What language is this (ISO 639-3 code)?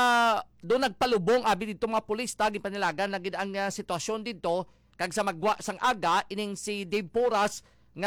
hil